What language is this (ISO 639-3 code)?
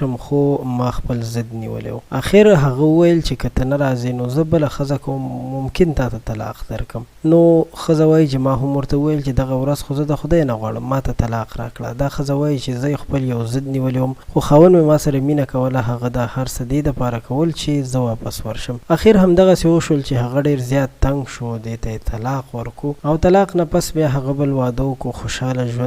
pus